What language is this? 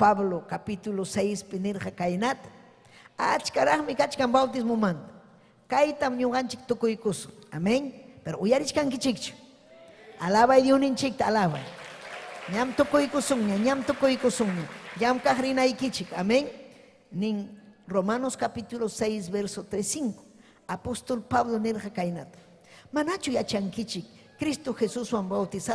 Ayacucho Quechua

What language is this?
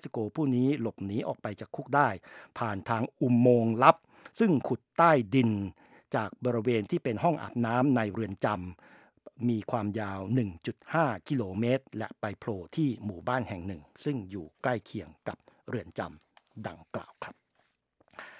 Thai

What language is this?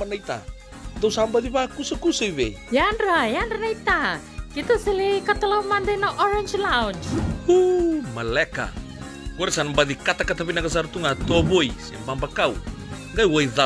Fijian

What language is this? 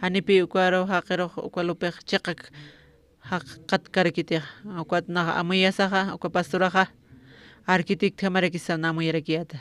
Aymara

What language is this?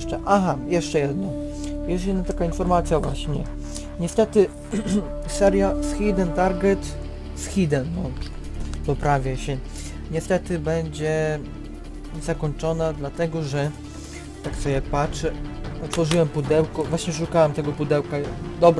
Polish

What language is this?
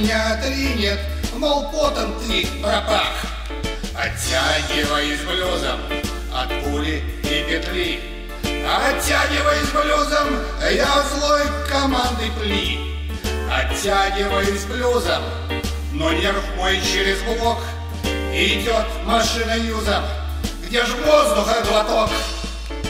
Russian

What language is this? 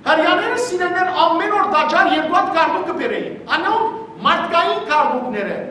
Western Armenian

